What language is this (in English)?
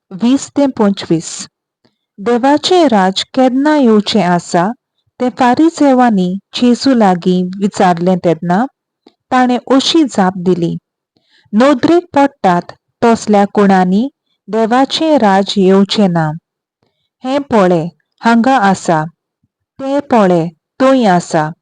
Konkani